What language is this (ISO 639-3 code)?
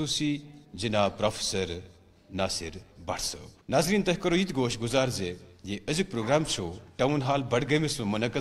kas